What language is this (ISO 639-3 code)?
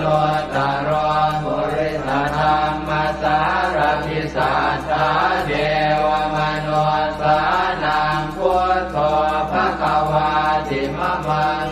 pli